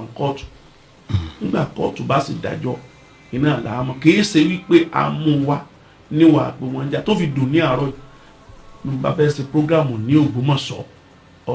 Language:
Yoruba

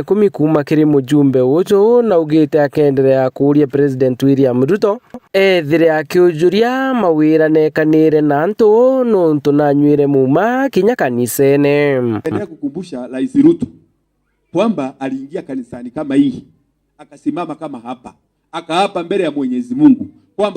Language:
Meru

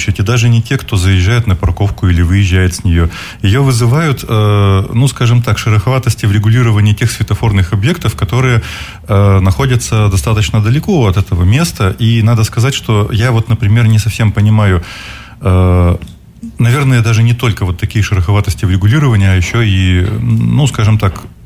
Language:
Russian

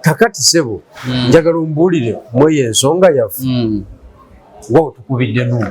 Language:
Ganda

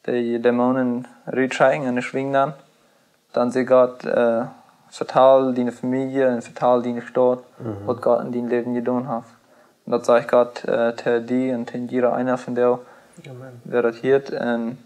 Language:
Plautdietsch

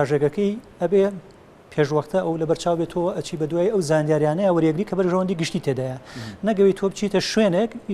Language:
Central Kurdish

